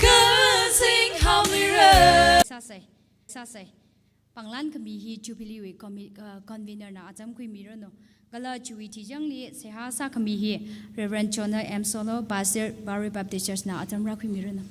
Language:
Tangkhul Naga (India)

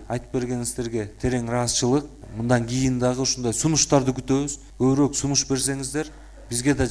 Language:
Kyrgyz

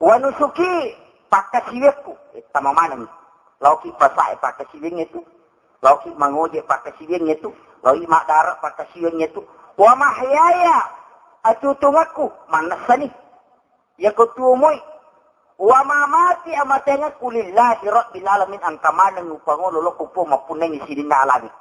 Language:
Buginese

